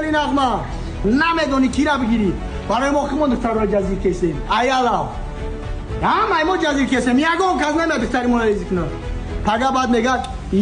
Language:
Tajik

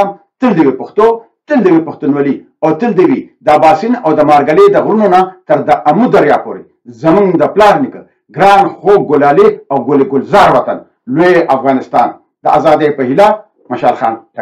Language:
Pashto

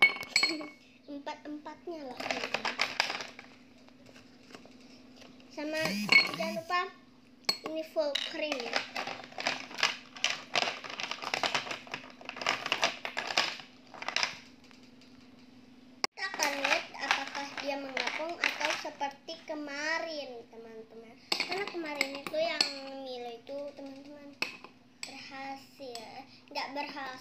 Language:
Indonesian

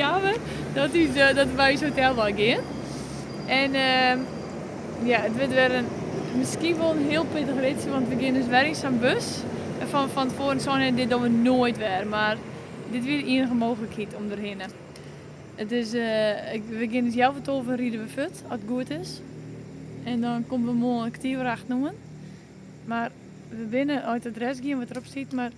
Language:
Western Frisian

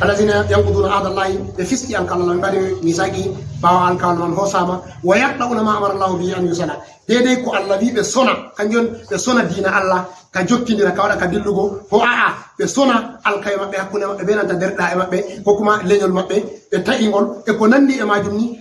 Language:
Fula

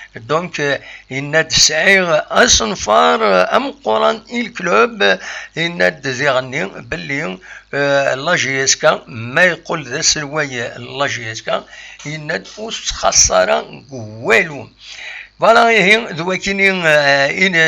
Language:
Kabyle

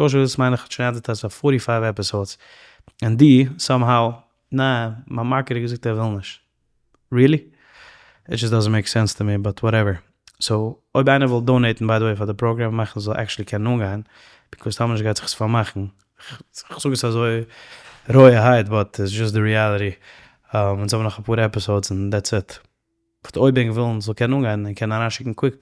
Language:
Yiddish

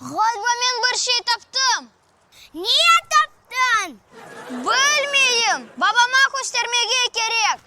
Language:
Crimean Tatar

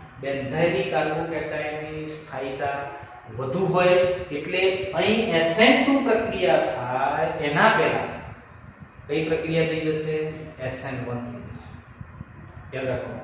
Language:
Gujarati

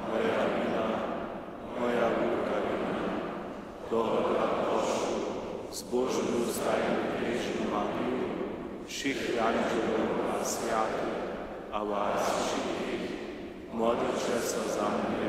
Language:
Upper Sorbian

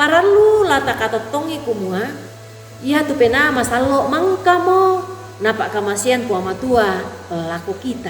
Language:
Toraja-Sa'dan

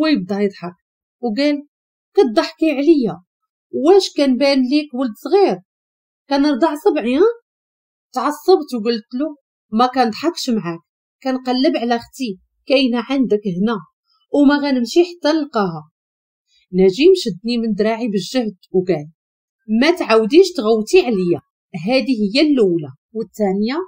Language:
Moroccan Arabic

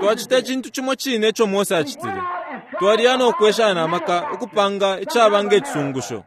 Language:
Bemba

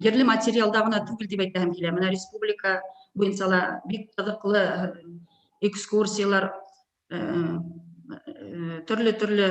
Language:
Bashkir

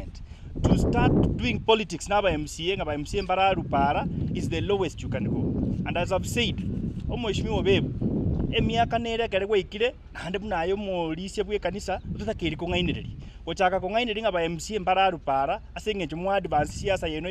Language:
Gusii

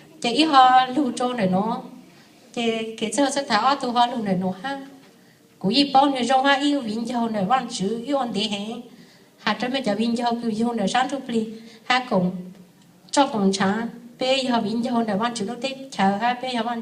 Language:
Hmong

